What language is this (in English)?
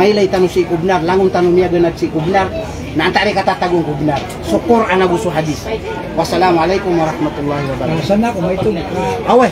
Maranao